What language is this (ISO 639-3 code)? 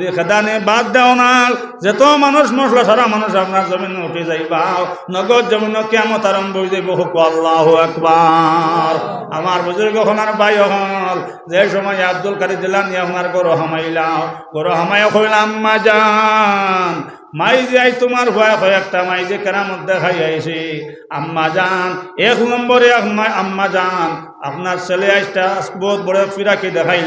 syl